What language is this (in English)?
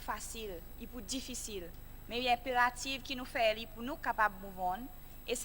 Seselwa Creole French